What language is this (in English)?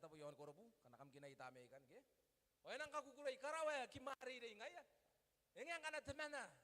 Gilbertese